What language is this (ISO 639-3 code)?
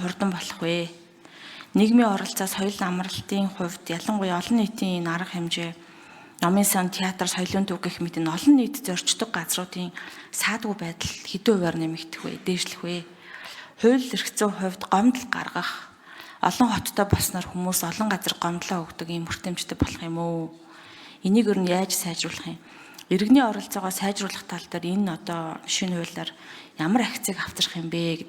mon